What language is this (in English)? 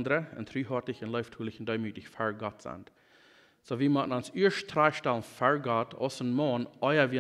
Plautdietsch